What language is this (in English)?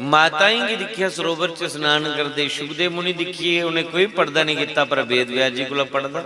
Dogri